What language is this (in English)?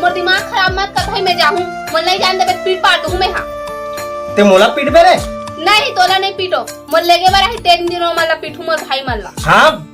Chhattisgarhi